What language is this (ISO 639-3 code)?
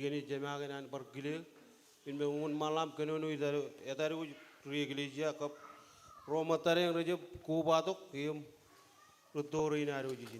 mah